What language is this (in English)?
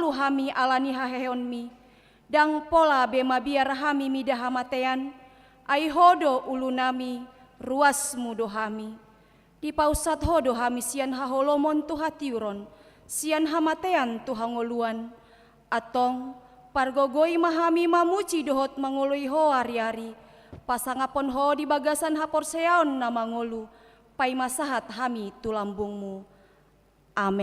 Batak Toba